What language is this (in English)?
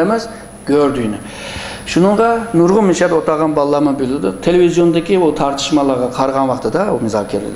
Uyghur